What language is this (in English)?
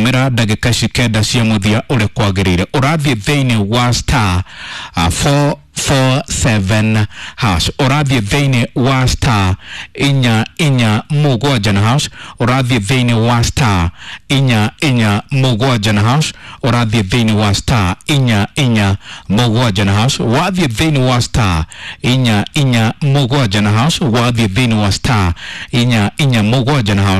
Kikuyu